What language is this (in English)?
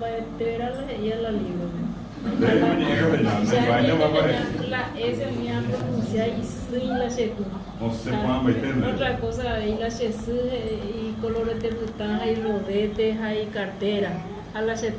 Guarani